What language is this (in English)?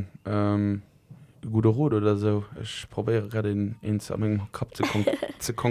Luxembourgish